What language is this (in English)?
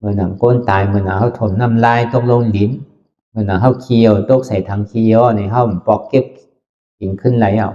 Shan